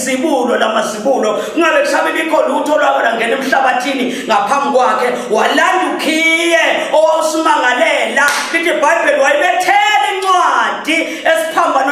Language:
Zulu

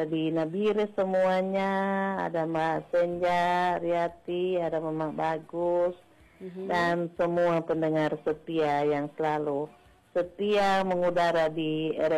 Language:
Indonesian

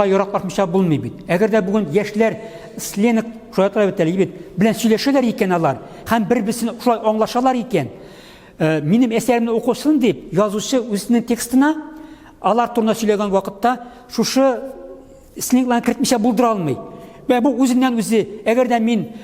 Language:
Tatar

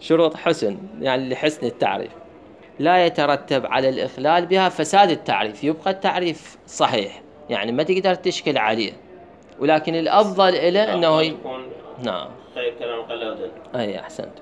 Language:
Mesopotamian Arabic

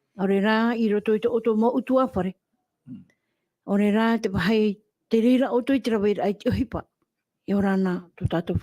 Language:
Tahitian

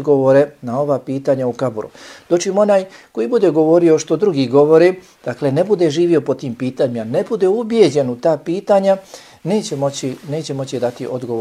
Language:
Bosnian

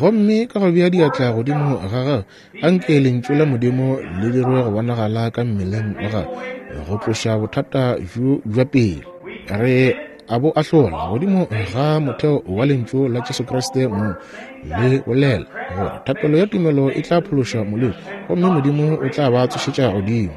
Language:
Northern Sotho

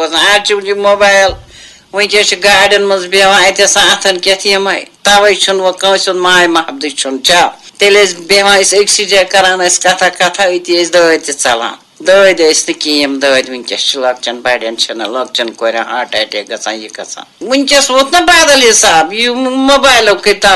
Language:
Kashmiri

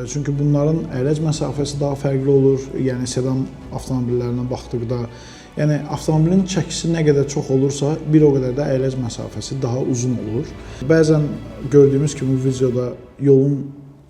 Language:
Azerbaijani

